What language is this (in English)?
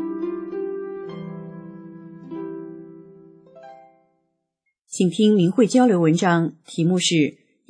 Chinese